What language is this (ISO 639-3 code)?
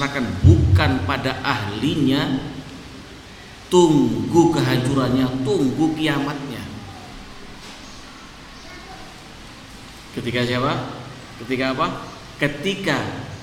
ind